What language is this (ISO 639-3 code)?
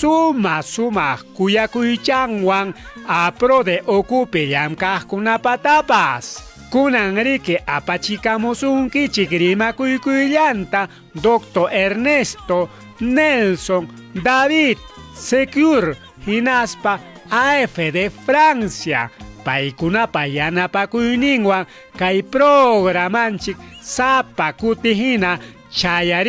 quy